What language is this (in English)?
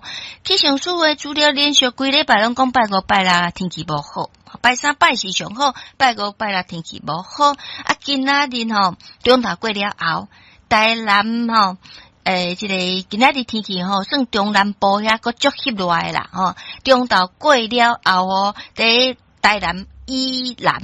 Min Nan Chinese